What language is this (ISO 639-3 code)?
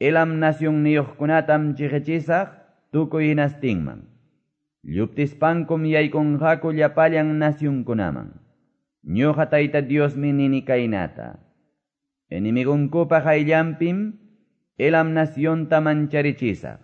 que